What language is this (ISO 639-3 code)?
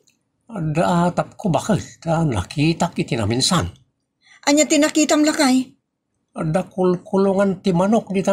ilo